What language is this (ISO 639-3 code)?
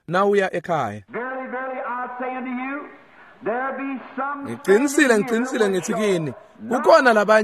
ssw